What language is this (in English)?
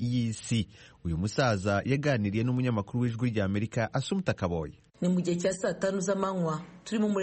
Kinyarwanda